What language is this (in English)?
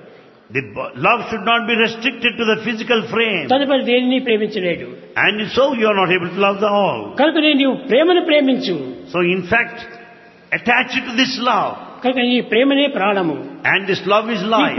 Telugu